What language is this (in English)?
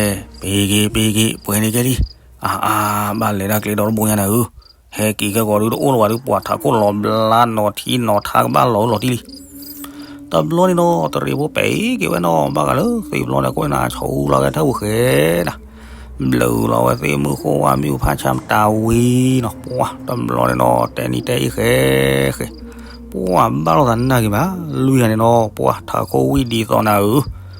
S'gaw Karen